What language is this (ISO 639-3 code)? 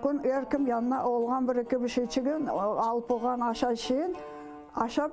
crh